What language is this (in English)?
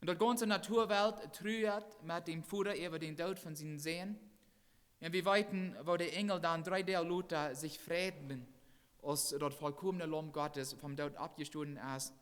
Plautdietsch